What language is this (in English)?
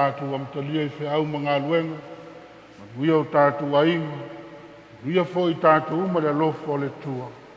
Samoan